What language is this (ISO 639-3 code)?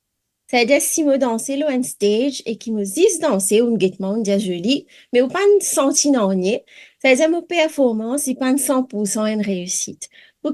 mfe